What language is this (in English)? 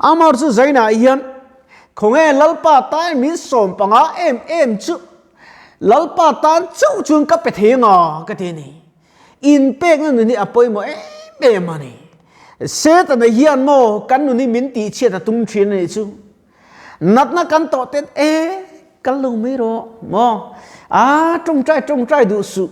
Mizo